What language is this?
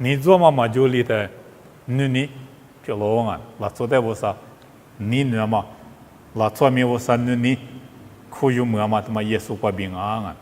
Lisu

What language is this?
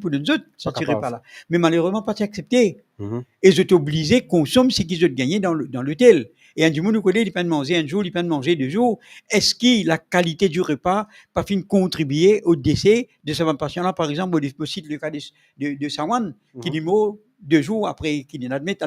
Morisyen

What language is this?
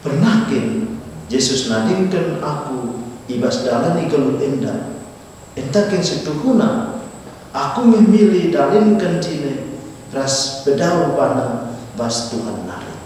Batak Karo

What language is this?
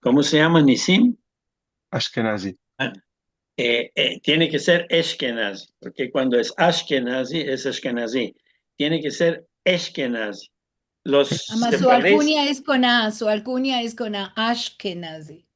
Ladino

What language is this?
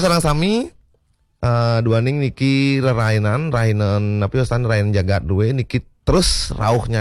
Balinese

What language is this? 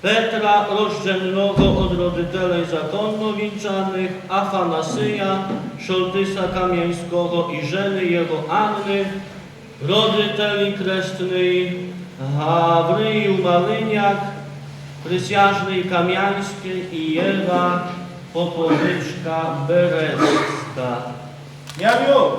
Rusyn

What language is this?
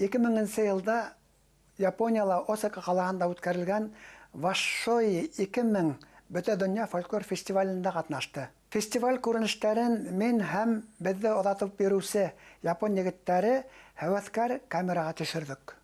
Bashkir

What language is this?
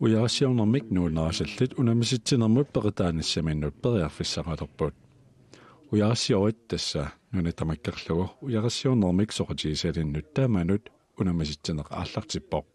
Kalaallisut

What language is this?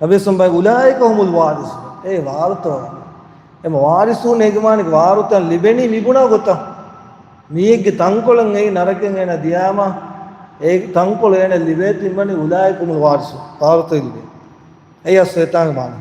Divehi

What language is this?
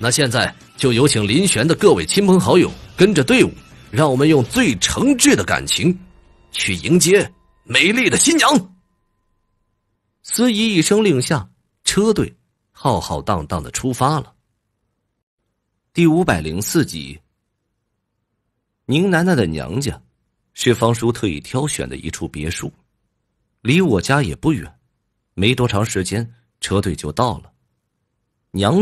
Chinese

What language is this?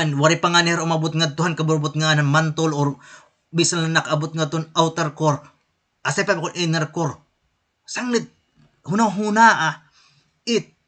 Waray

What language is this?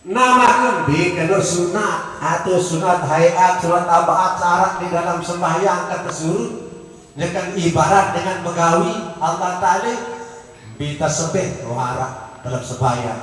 Sasak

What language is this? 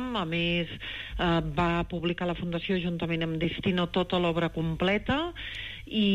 Catalan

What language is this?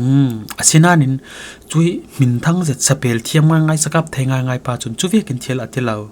Falam Chin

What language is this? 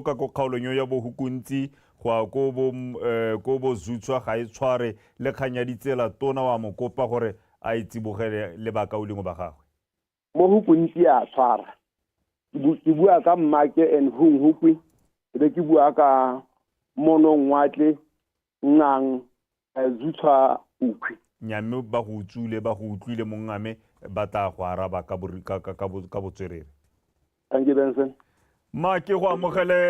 Tswana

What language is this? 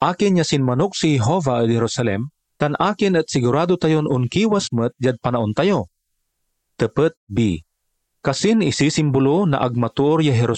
Pangasinan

